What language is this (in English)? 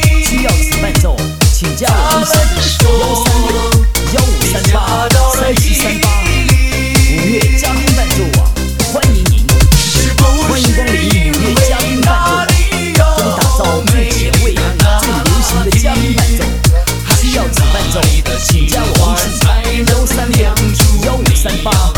Chinese